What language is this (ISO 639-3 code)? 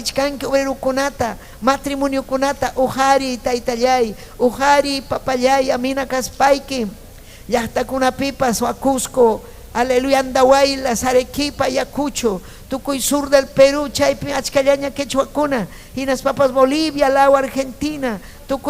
quy